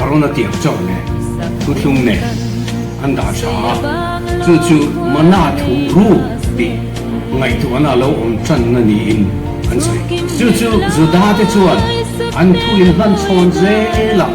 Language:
Mizo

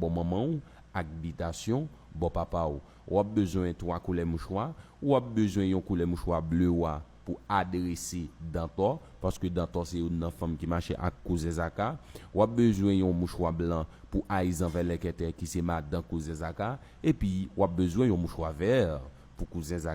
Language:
Haitian Creole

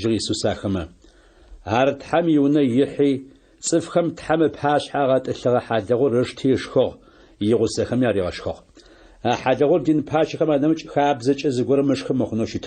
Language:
Adyghe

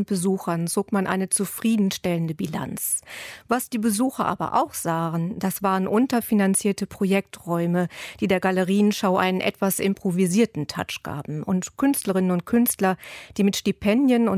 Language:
German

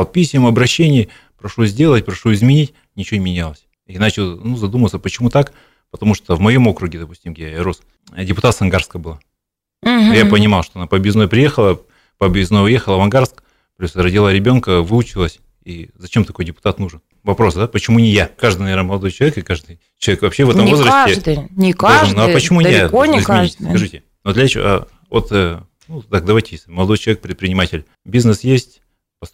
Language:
Russian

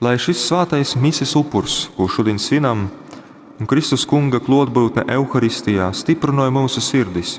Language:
Latgalian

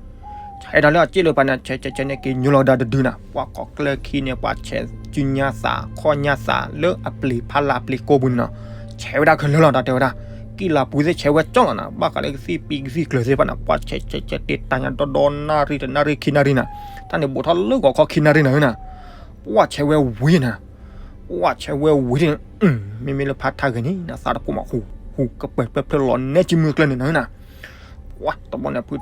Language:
S'gaw Karen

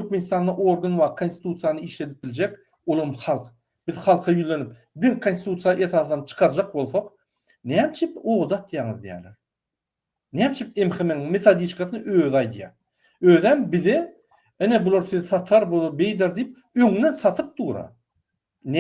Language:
Turkmen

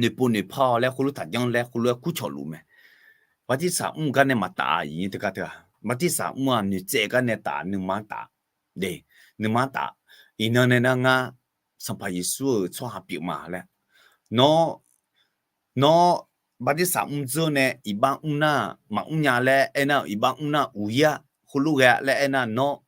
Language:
Akha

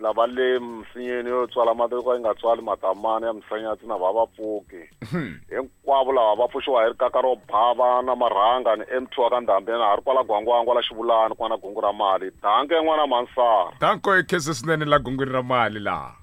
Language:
Tsonga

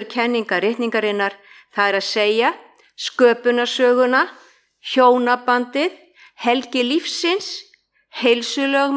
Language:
Icelandic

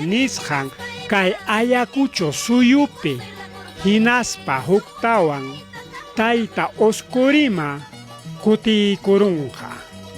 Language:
Ayacucho Quechua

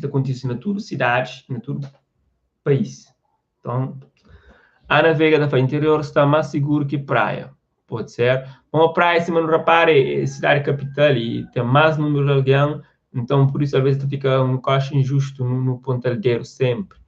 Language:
Kabuverdianu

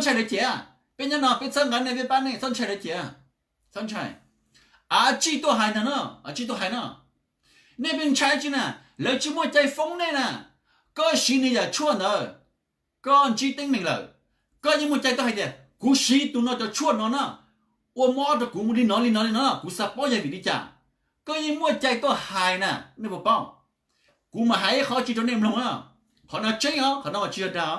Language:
Hmong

